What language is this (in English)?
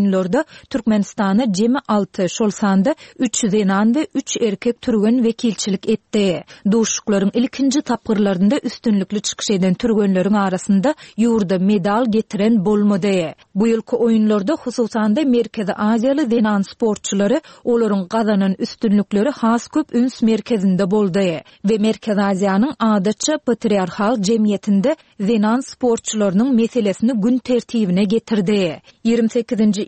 Turkmen